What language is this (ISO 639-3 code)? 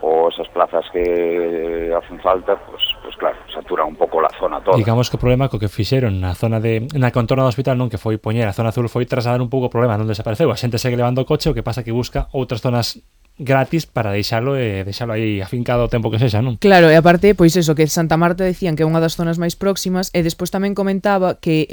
glg